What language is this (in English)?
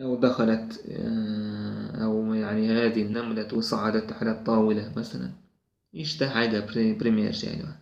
Chechen